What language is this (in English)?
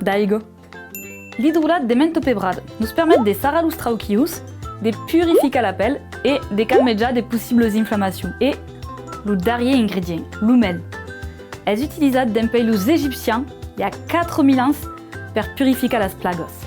Occitan